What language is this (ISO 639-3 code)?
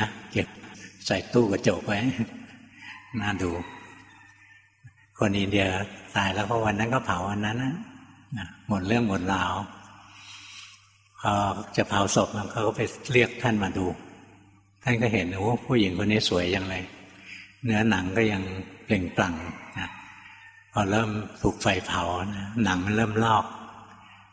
tha